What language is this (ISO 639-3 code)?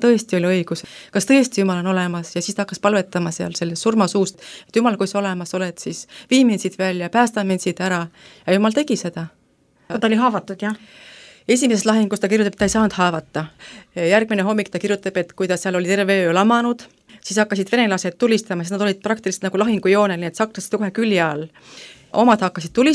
est